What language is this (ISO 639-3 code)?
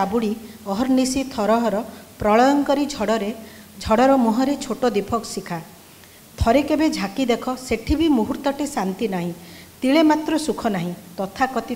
ori